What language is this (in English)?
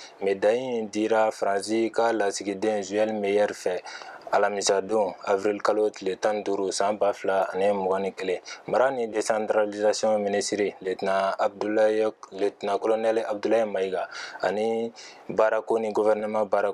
Bambara